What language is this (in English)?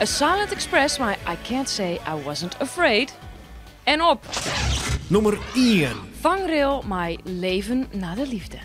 Western Frisian